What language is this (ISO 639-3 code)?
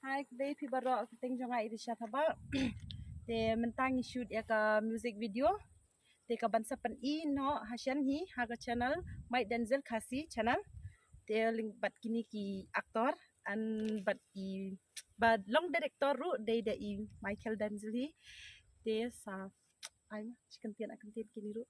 kha